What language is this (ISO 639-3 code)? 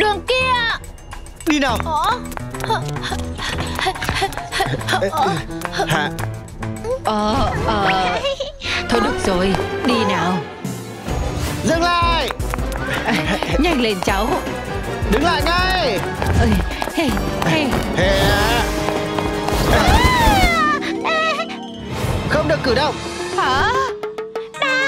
vie